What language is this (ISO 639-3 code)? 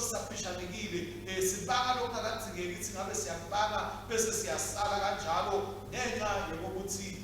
ssw